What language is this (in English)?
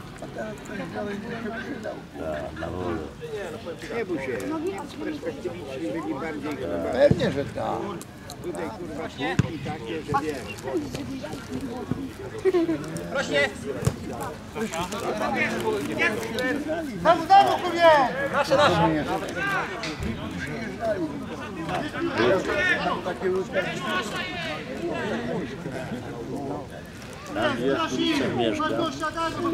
Polish